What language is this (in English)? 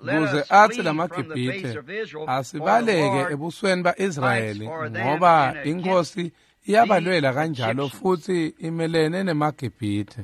Swati